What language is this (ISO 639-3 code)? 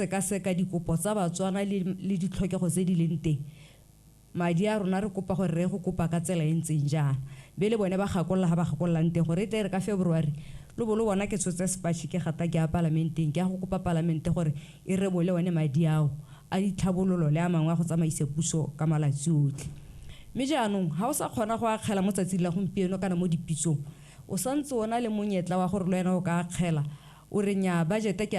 tsn